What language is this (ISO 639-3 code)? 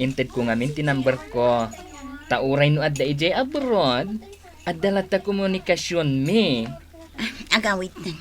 ilo